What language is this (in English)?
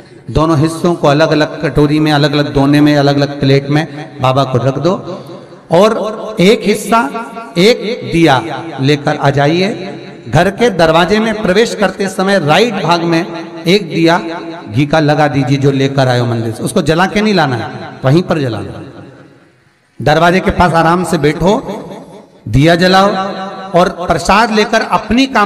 Hindi